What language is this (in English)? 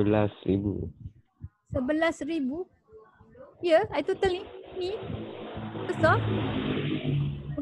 Malay